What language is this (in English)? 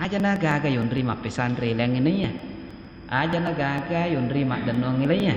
Buginese